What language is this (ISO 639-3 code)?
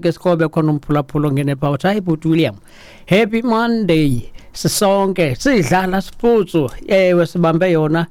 xho